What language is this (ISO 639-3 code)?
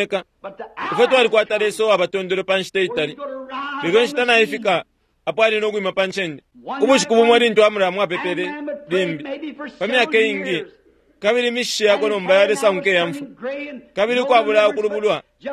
bem